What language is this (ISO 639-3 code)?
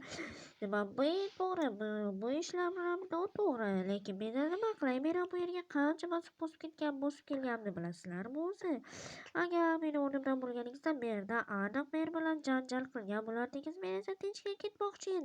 uzb